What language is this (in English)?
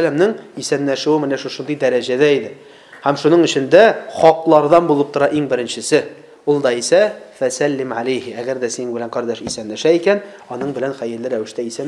Tatar